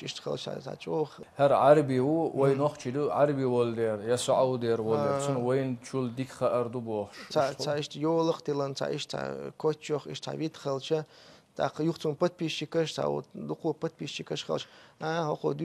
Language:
Chechen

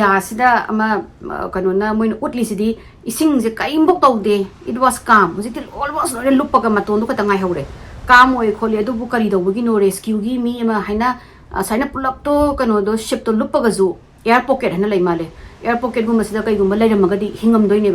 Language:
Manipuri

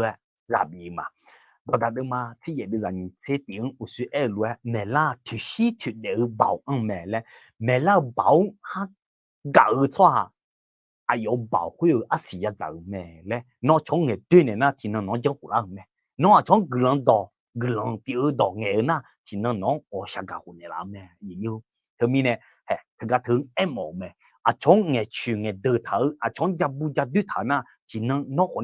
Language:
Akha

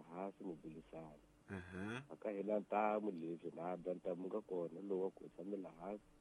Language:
Tsonga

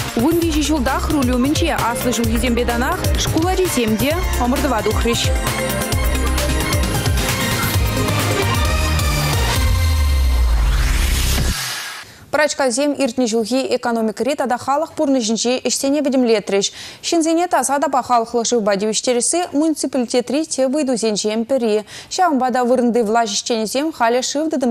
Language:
Chuvash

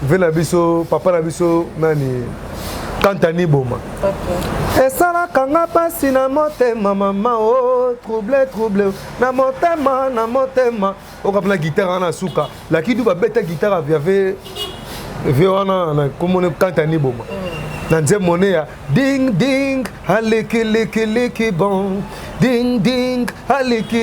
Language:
Lingala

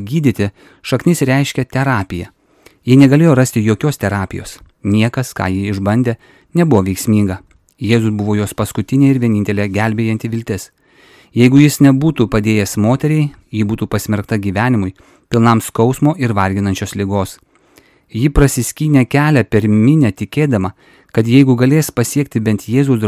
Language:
Lithuanian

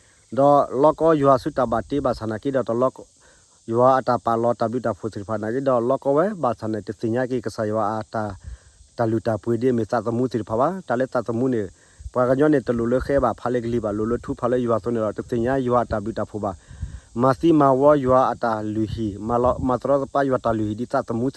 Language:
S'gaw Karen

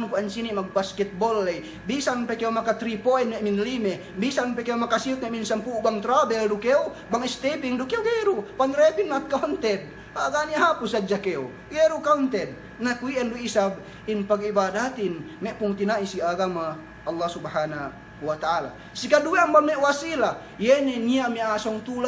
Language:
Yakan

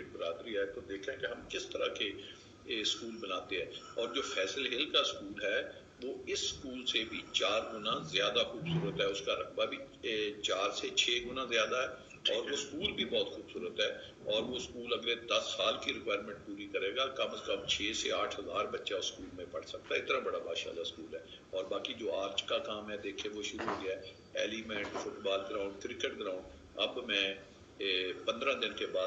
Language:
Urdu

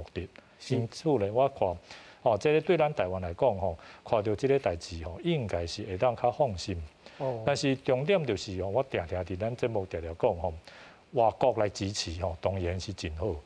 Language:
Min Nan Chinese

